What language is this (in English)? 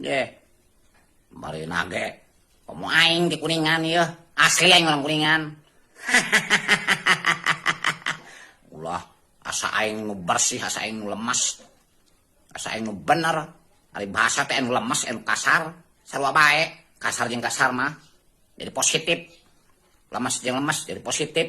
Sundanese